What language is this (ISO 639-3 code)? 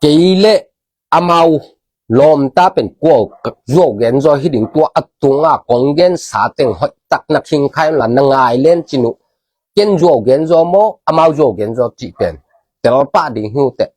ctd